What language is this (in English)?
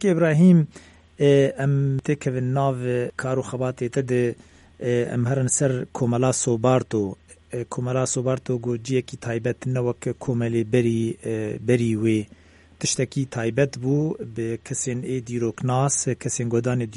Kurdish